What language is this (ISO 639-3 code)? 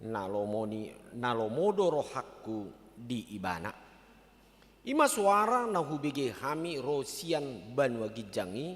bbc